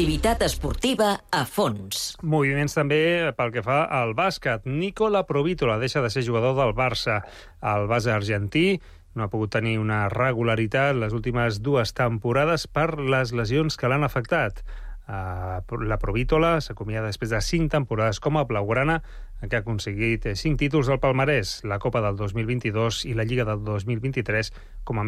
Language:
Catalan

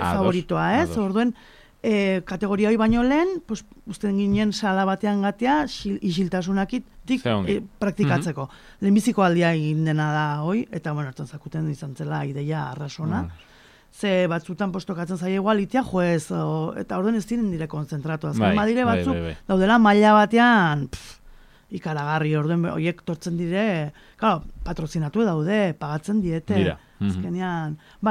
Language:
Basque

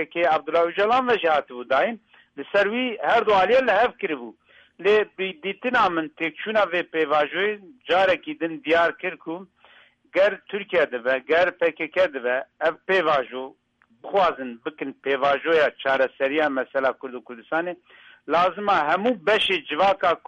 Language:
Kurdish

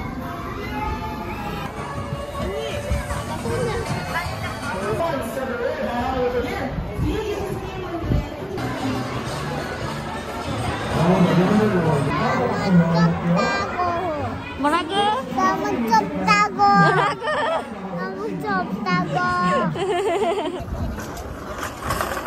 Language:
Korean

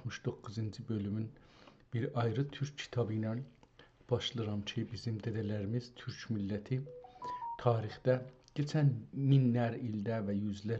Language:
South Azerbaijani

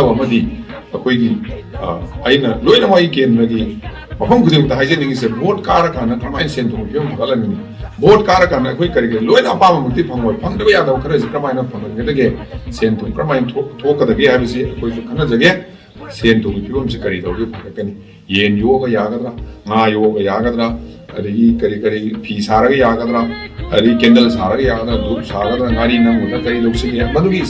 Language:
Manipuri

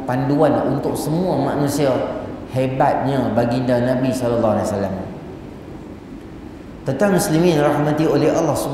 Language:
Malay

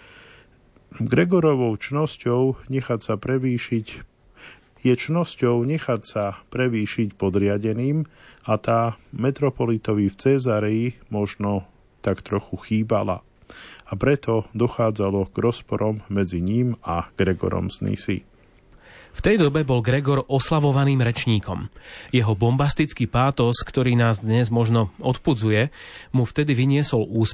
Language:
Slovak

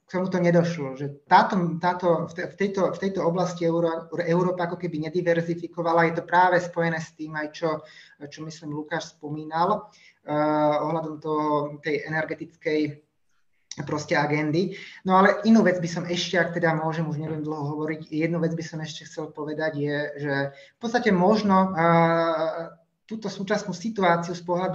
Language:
Slovak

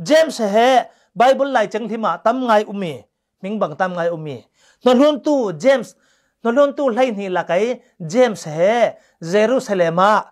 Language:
Falam Chin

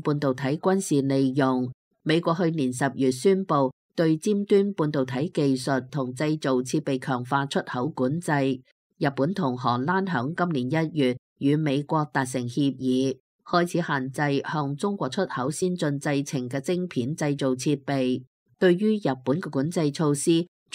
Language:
Cantonese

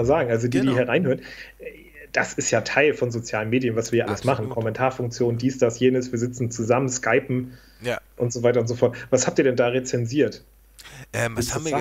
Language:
German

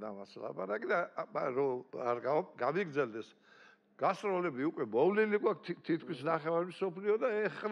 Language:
Georgian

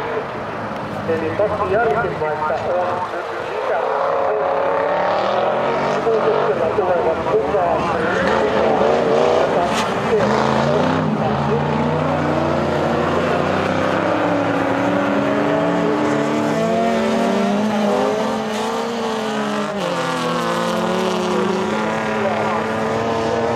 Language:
Finnish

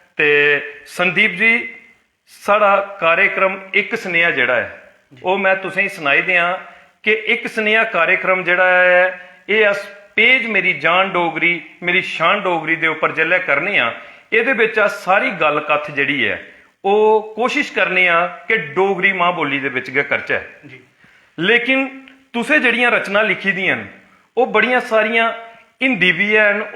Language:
Dogri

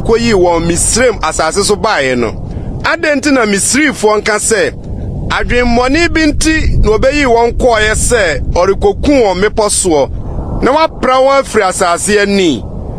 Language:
Akan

